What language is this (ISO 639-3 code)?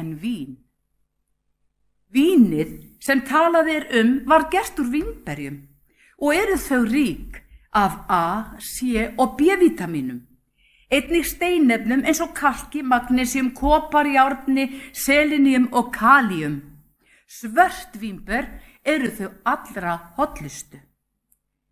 isl